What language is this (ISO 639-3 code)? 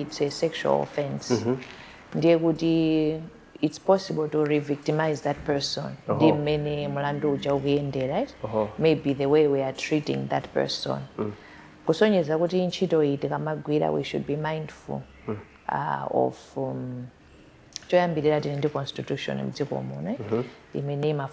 nya